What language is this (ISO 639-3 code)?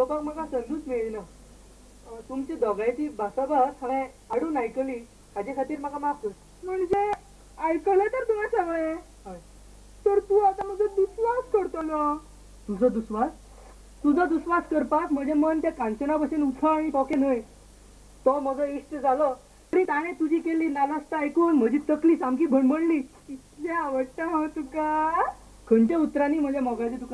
kok